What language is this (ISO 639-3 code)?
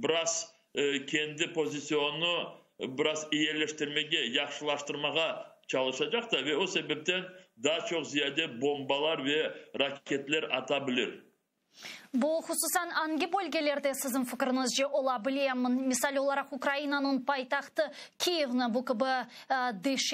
crh